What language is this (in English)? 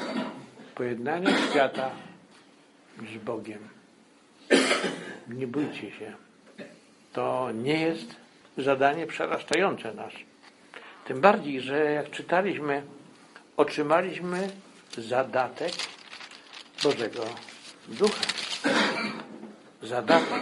Polish